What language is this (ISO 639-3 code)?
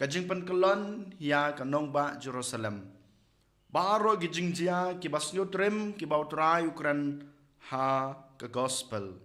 kha